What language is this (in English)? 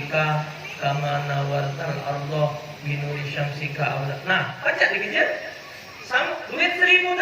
Musi